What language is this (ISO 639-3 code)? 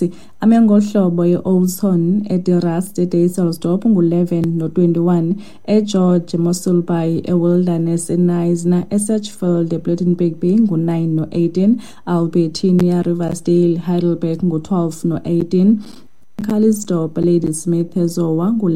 xho